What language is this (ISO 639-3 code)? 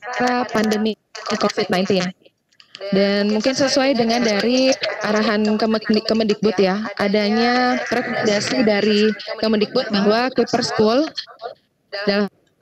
ind